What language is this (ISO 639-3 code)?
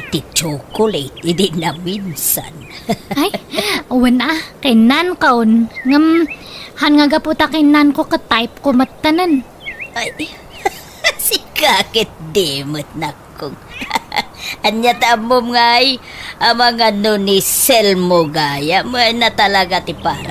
ilo